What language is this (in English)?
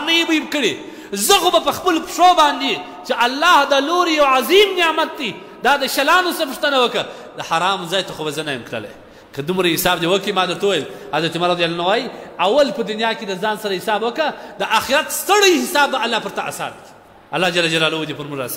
Pashto